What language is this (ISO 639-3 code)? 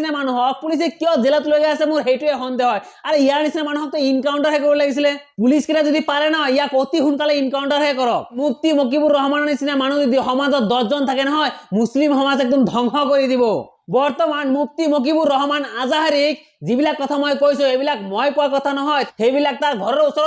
asm